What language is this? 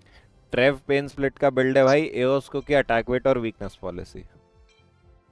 Hindi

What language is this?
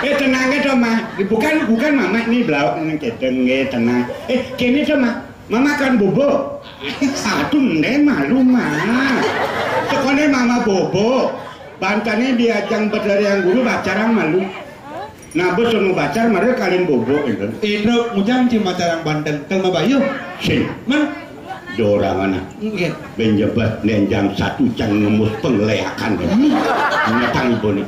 Balinese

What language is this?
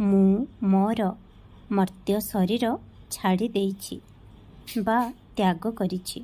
Odia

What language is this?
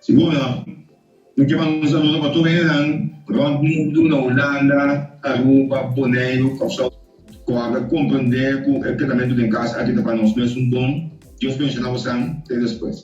Papiamento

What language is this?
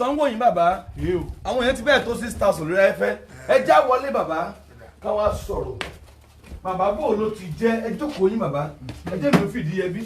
Yoruba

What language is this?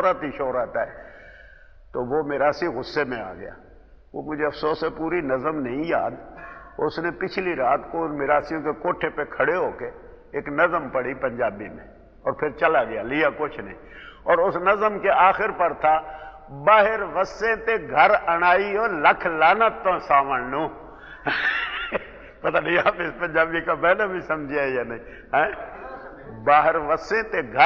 Urdu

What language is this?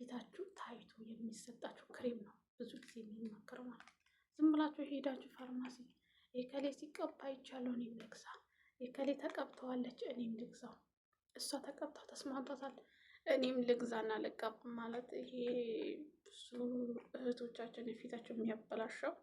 Amharic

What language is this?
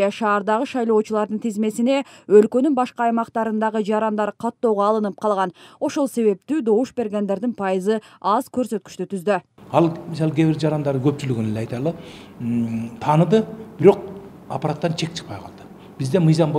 Kyrgyz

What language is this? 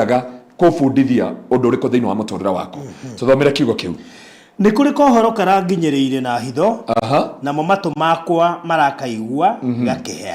Kikuyu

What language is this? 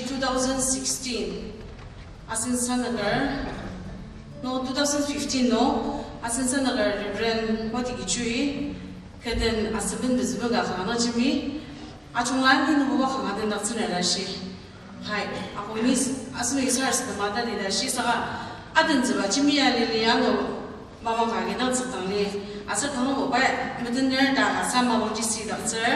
Ao Naga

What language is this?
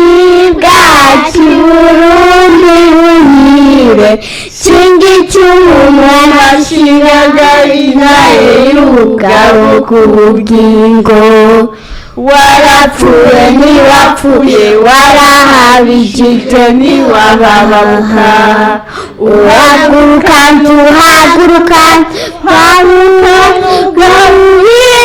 Rundi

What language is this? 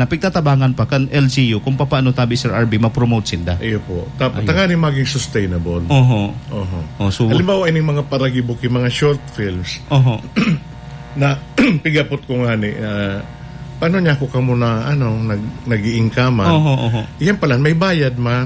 Bikol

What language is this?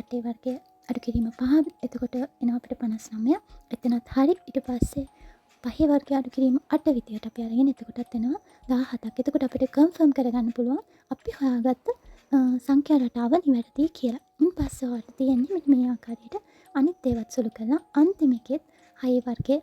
Sinhala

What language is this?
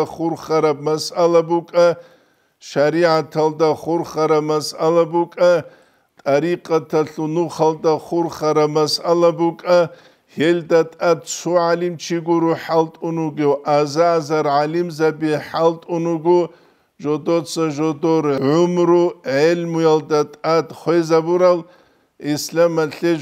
Avaric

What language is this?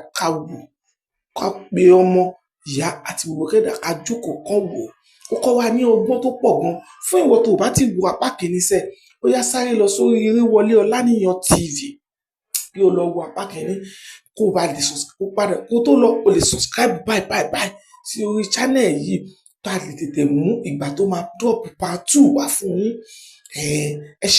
Yoruba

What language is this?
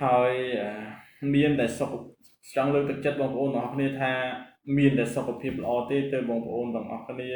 Khmer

